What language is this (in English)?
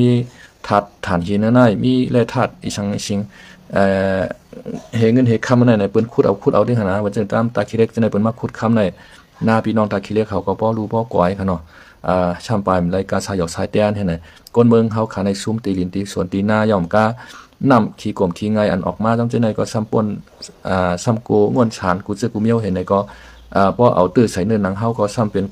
Shan